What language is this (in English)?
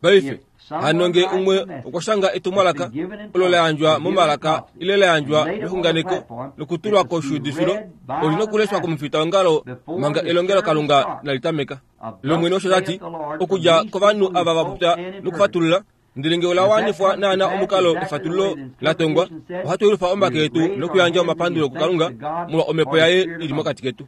Kuanyama